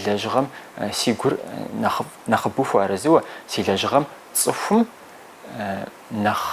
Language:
Kabardian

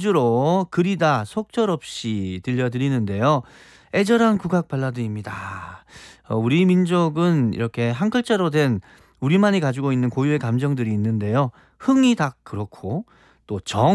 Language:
Korean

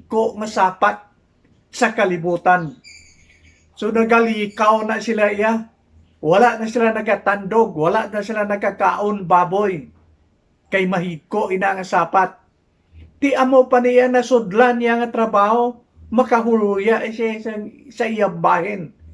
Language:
Hiligaynon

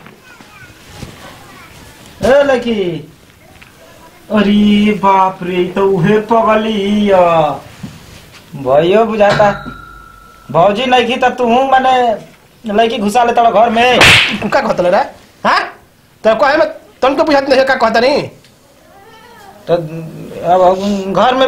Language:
Bhojpuri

